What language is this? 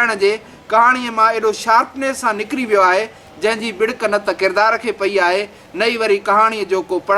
Sindhi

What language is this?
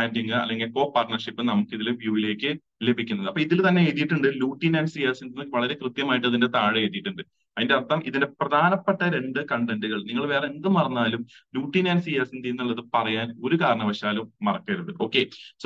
Malayalam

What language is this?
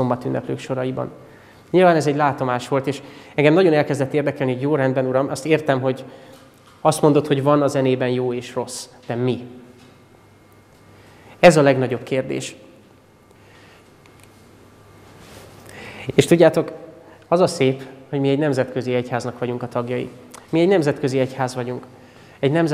Hungarian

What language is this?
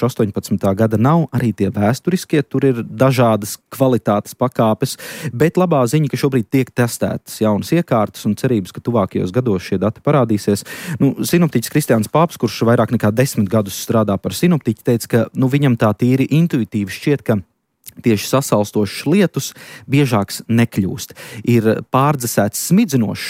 Latvian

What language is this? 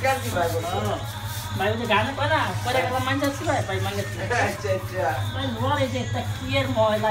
Sylheti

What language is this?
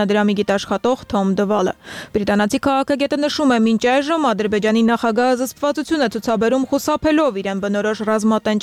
Armenian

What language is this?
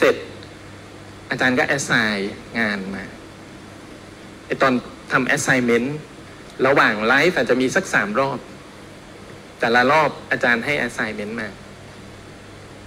Thai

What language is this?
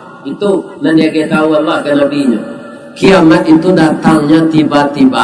Minangkabau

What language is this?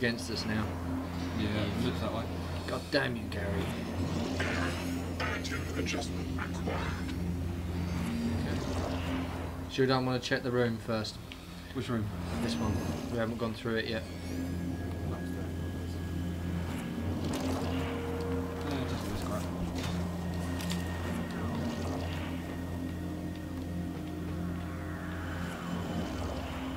English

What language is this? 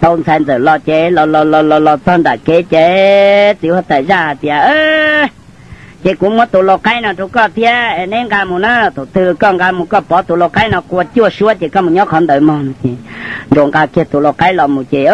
Hmong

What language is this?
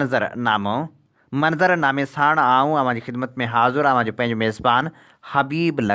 Sindhi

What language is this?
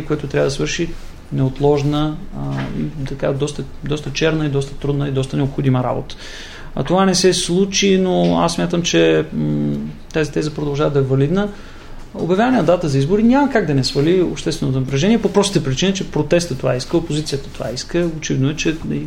Bulgarian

